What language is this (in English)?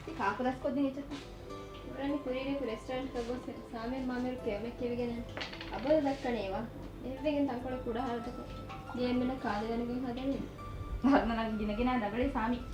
Divehi